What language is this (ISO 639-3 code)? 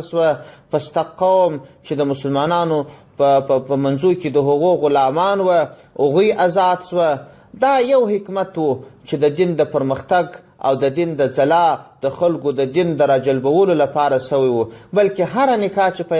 pus